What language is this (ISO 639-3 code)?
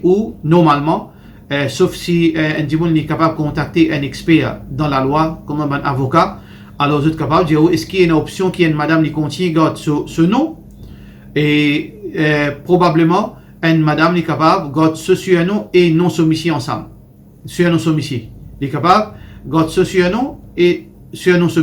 mfe